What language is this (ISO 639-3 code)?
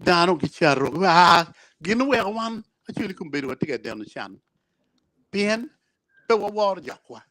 ach